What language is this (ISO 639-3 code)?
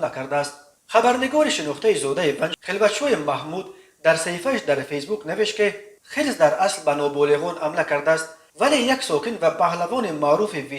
tgk